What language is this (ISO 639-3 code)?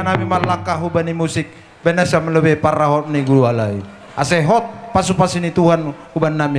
bts